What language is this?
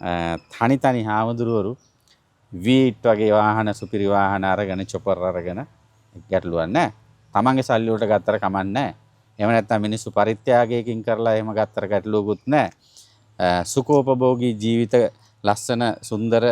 Sinhala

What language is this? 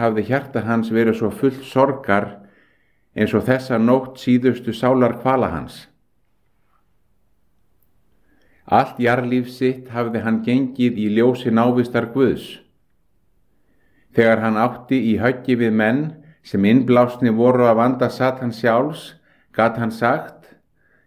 Icelandic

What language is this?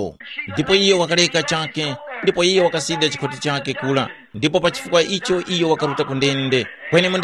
Tumbuka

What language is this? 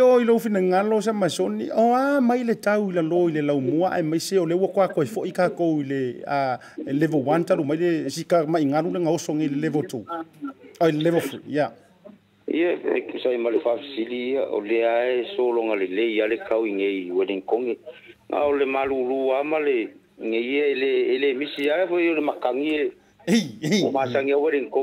Samoan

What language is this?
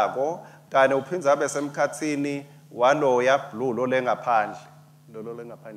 Swati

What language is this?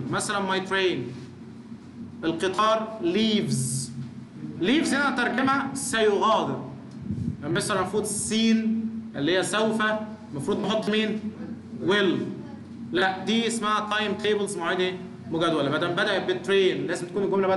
Egyptian Arabic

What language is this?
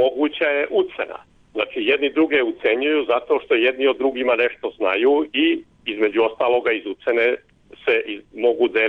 Serbian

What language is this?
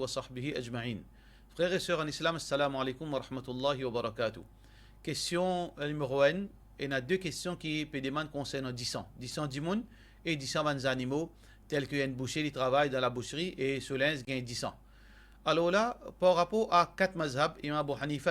Morisyen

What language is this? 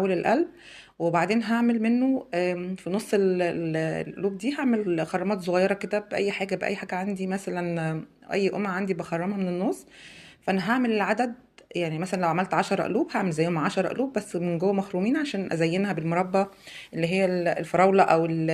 Egyptian Arabic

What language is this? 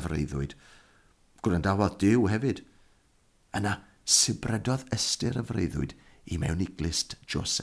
Welsh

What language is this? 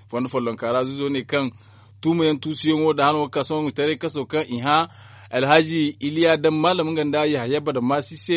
Zarma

